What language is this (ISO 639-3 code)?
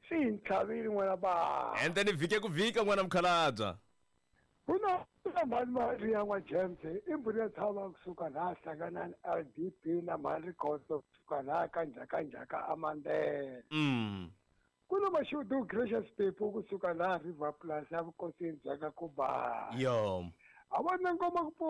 tso